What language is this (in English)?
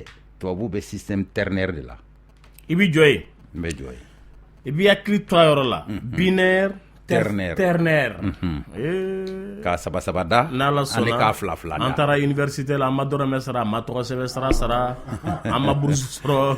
Bambara